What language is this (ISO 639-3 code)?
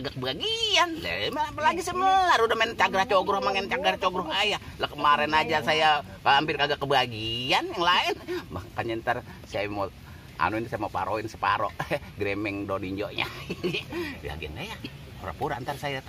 bew